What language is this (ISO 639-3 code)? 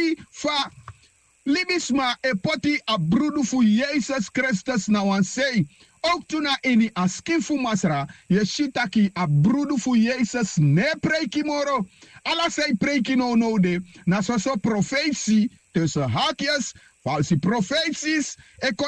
srn